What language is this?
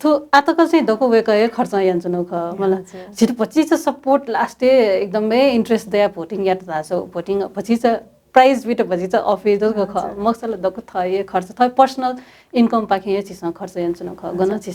Newari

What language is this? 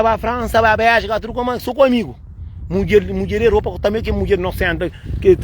Kabuverdianu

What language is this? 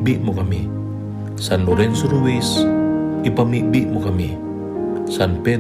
Bikol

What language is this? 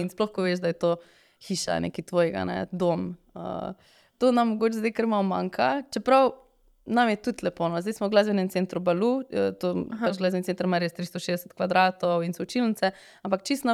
Slovenian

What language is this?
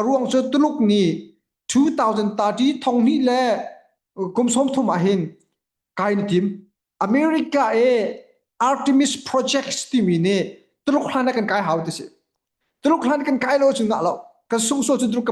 Hakha Chin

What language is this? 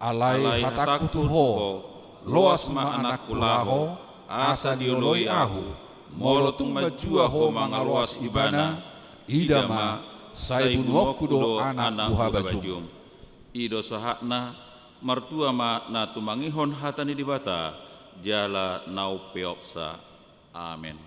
Batak Toba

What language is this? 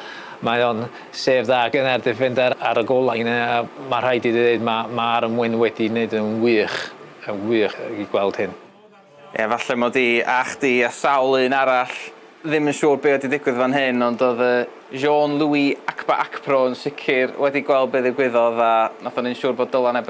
Welsh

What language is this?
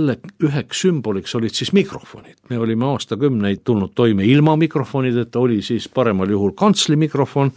Estonian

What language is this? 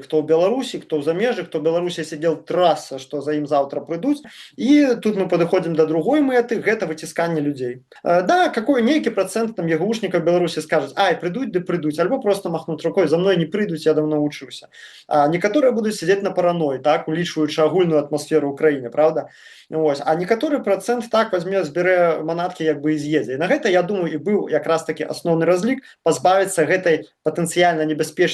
Belarusian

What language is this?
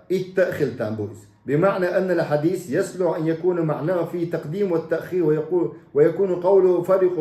Chechen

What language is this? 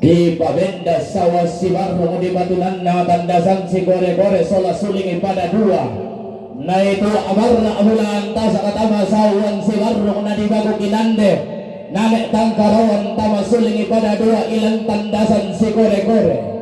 Toraja-Sa'dan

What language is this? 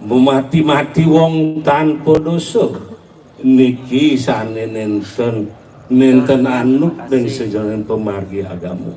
Balinese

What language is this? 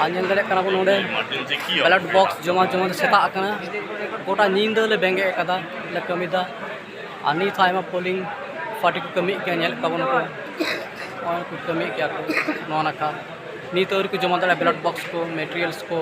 Santali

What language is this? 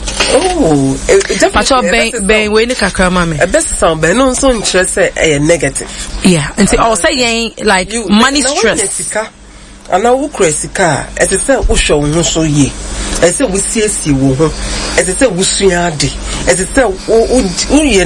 Akan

